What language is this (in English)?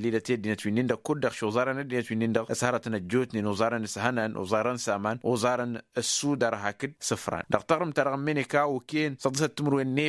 Tamasheq